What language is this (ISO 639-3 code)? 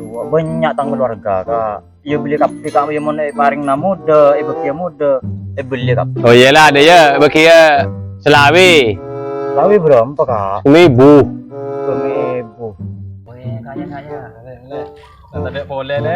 mad